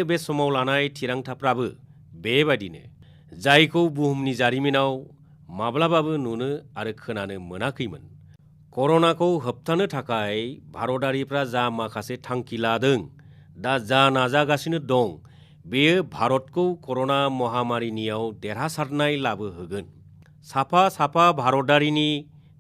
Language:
Bodo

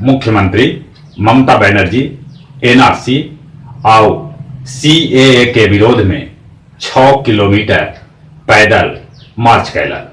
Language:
Magahi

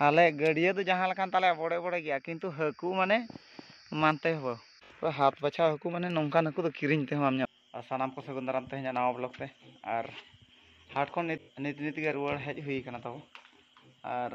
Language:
Santali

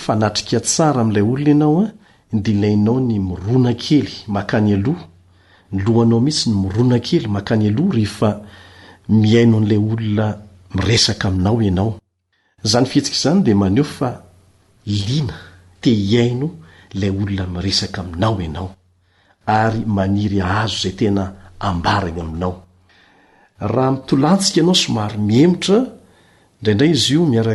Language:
Malagasy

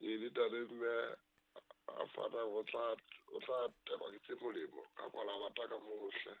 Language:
Southern Sotho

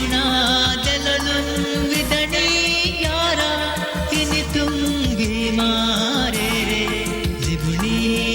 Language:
Divehi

